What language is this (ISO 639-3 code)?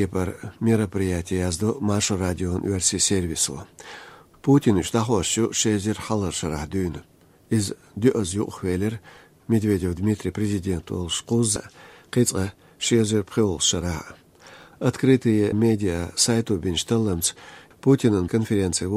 che